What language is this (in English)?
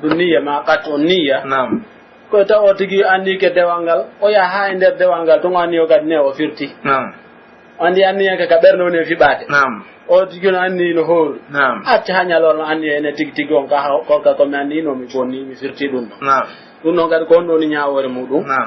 Pular